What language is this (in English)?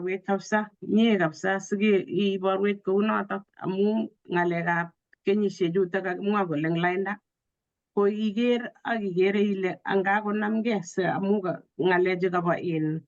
Kalenjin